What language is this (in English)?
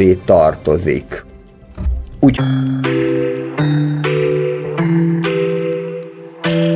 Hungarian